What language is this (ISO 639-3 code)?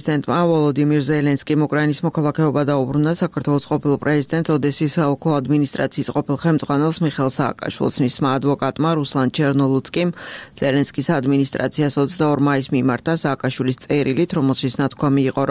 kat